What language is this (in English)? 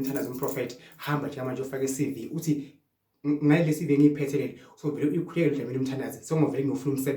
Zulu